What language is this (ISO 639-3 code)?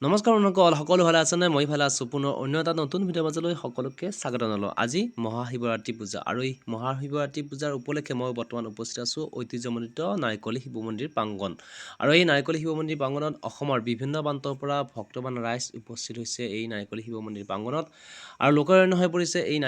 asm